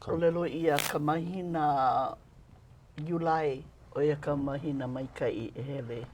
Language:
Hawaiian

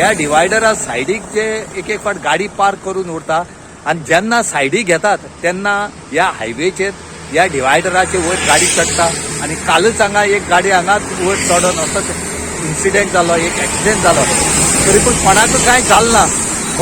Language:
Konkani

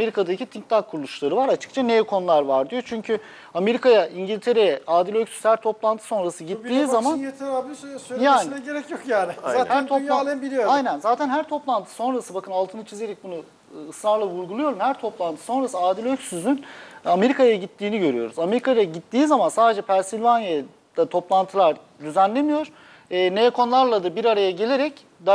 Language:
Turkish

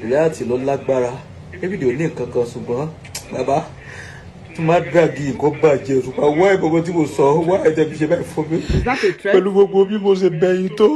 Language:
Yoruba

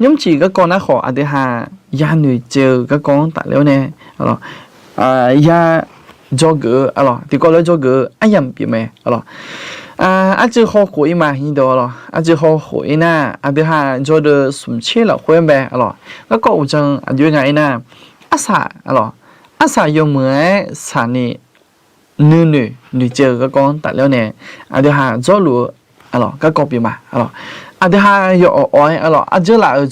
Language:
Akha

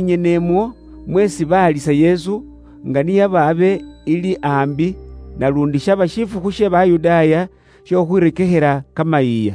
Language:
Luyia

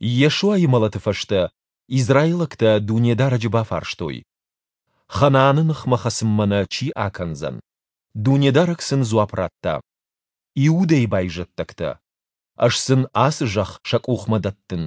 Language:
Ossetic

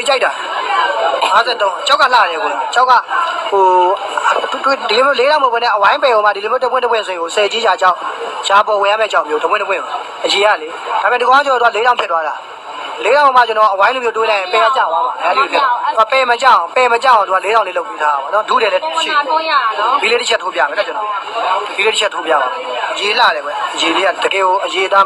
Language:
Burmese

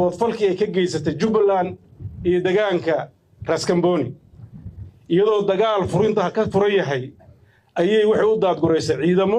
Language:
Somali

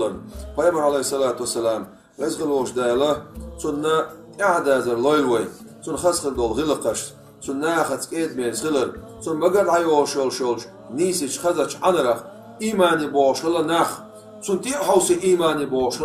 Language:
Chechen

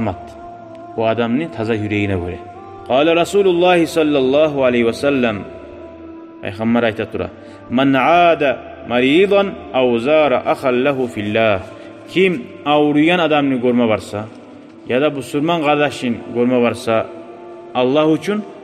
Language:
Kumyk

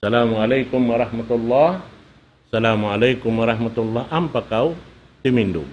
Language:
Tausug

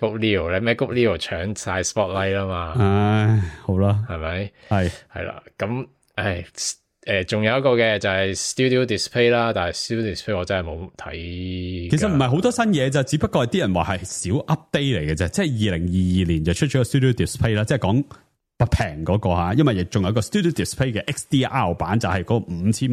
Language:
Cantonese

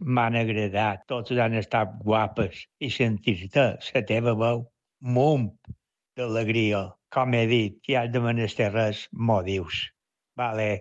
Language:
Catalan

